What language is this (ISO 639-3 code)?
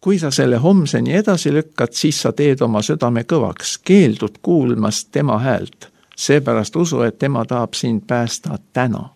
est